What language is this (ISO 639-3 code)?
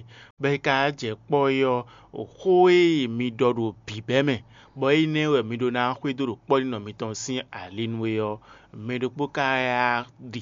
fon